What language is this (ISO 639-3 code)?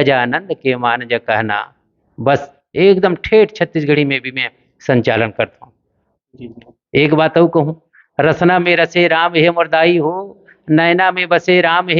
hne